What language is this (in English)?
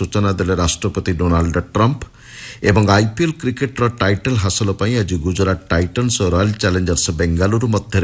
Odia